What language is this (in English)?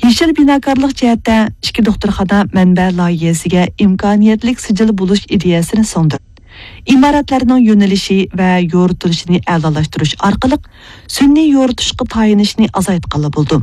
Uyghur